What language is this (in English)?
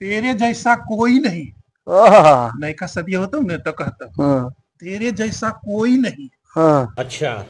Magahi